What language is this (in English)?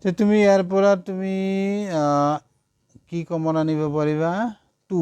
Assamese